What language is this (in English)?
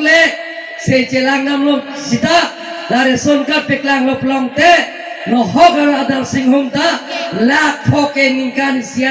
Karbi